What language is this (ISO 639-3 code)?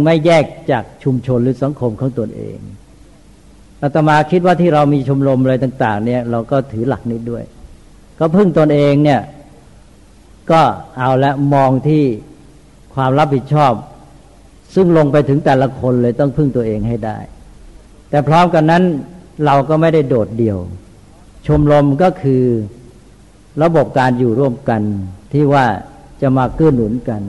tha